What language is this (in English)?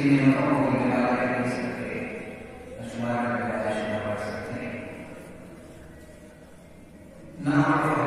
Urdu